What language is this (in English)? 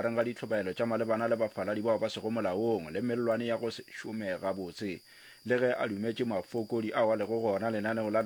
Northern Sotho